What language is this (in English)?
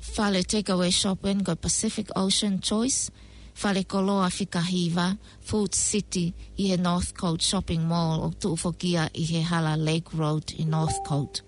Tongan